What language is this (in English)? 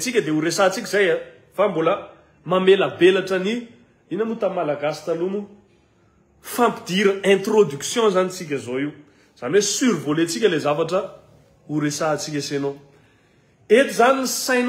Malagasy